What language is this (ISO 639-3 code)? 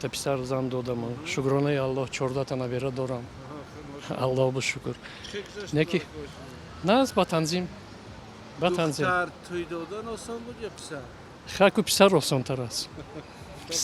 tgk